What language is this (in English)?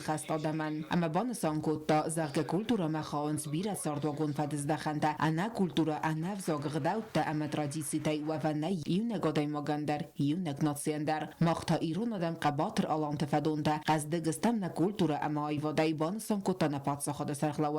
Ossetic